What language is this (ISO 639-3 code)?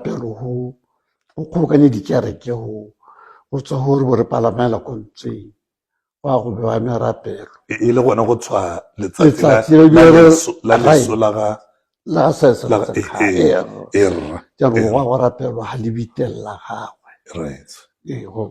tsn